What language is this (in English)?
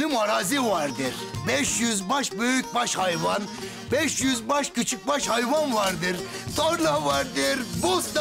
Turkish